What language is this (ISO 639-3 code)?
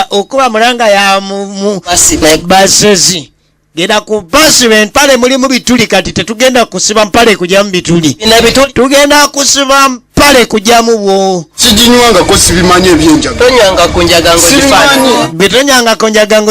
lug